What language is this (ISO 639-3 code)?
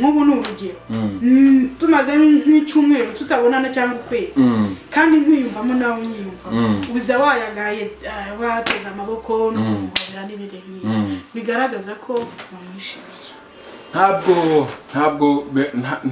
kin